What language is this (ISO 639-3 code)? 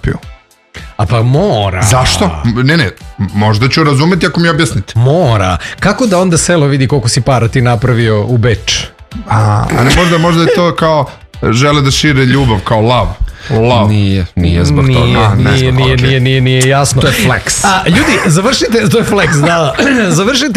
srp